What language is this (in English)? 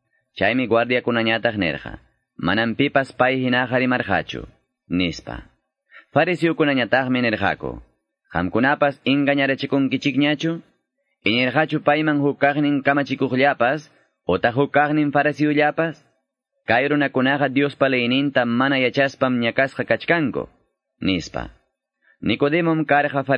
Quechua